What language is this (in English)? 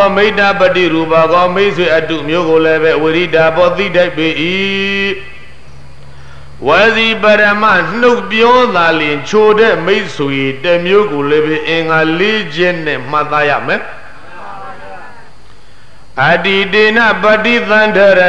Burmese